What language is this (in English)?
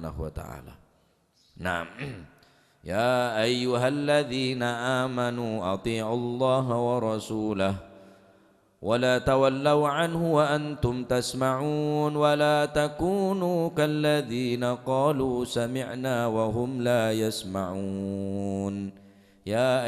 Madurese